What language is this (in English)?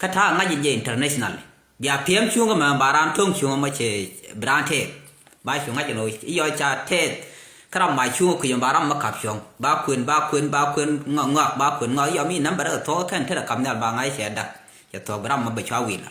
Nuer